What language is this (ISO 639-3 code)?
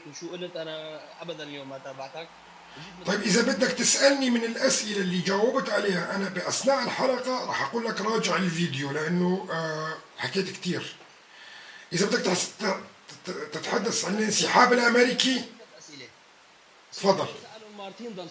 apc